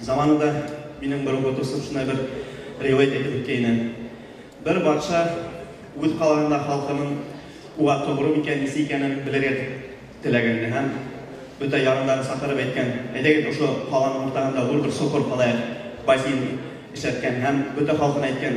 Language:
Bashkir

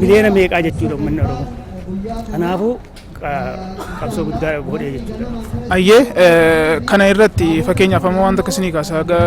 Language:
Oromo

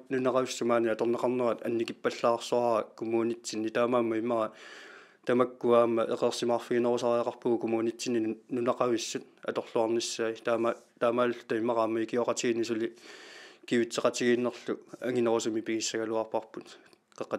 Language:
Kalaallisut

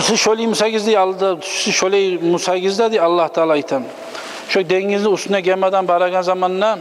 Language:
Kumyk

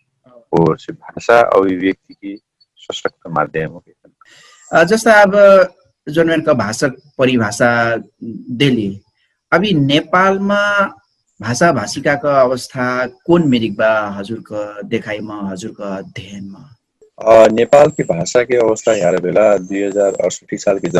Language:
Dangaura Tharu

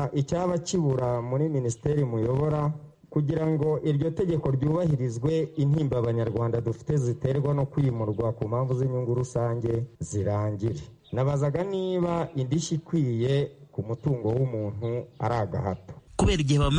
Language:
Kinyarwanda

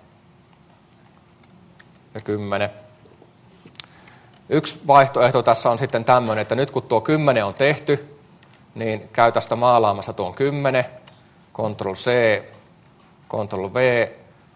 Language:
Finnish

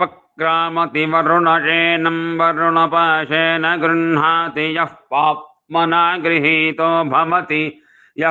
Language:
Sanskrit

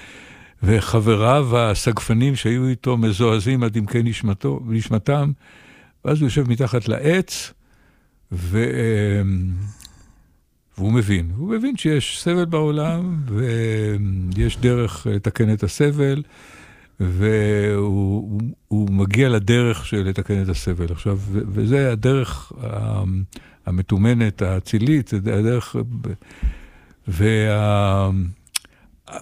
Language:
Hebrew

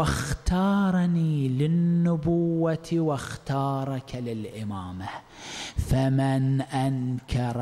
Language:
Arabic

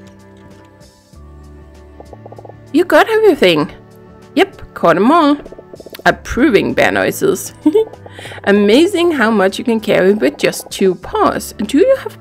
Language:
English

